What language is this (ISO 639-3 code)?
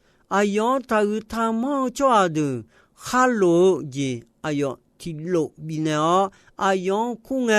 ahk